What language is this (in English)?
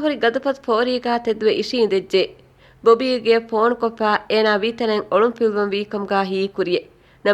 Divehi